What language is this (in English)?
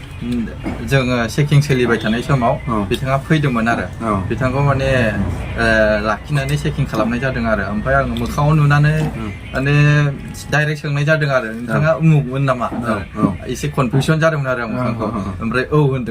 Bodo